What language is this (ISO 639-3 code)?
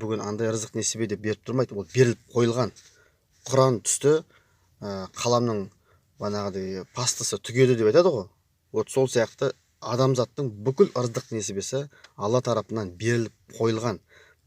kaz